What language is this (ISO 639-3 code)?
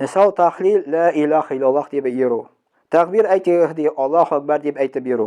tat